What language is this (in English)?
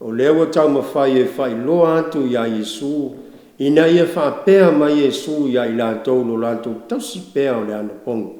Samoan